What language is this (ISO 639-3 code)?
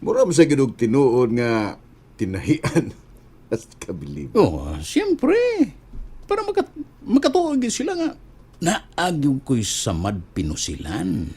ceb